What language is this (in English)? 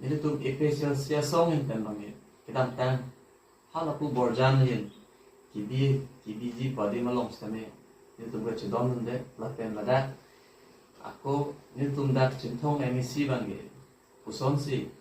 Karbi